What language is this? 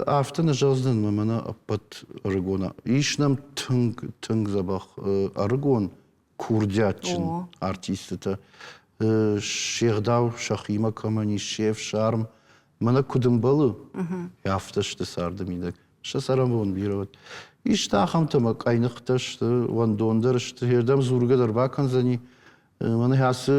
Ossetic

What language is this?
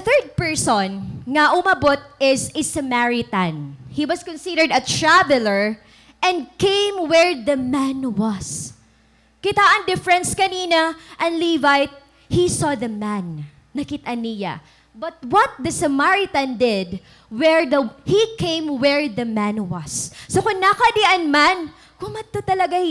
Waray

